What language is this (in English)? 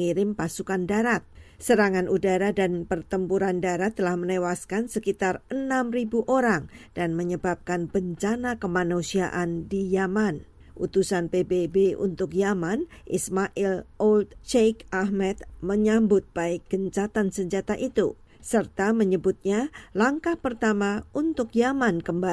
Indonesian